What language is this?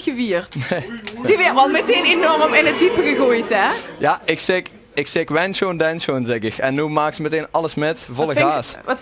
Limburgish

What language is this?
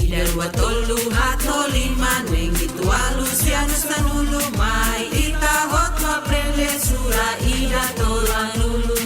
Tetum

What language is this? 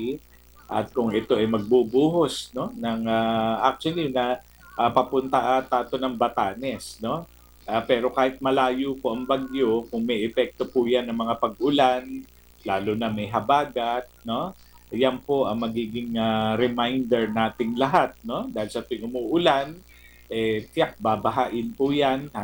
Filipino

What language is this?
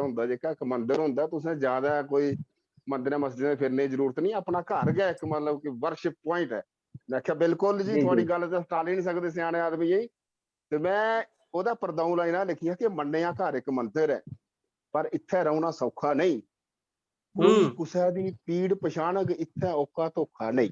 Dogri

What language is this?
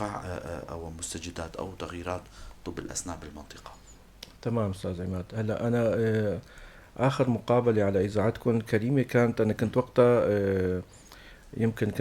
North Levantine Arabic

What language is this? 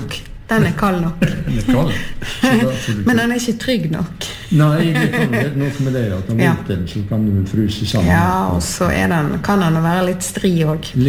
Norwegian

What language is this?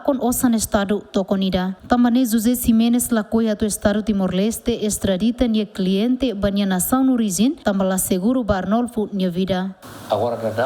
Tetum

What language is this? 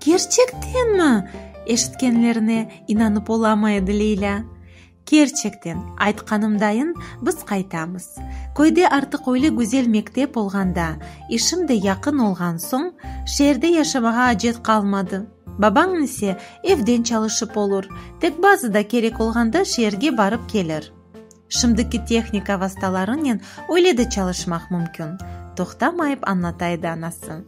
Crimean Tatar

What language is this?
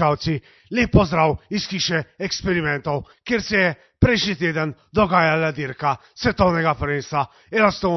Slovenian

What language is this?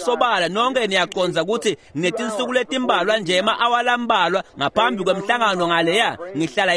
Swati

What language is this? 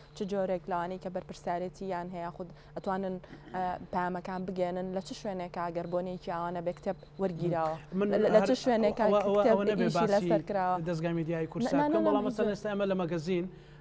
Central Kurdish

